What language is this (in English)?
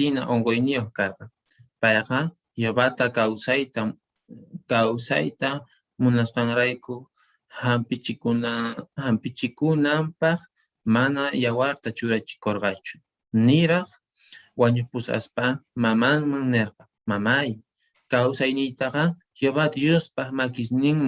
Quechua